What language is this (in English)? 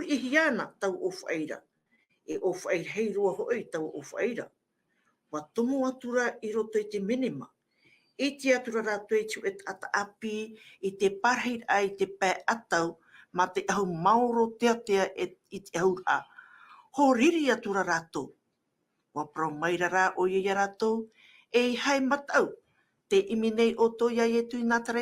Tahitian